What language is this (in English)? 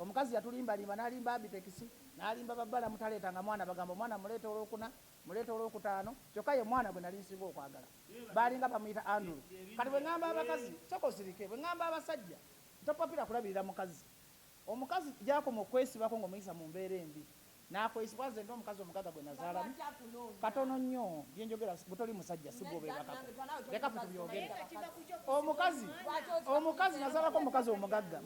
Ganda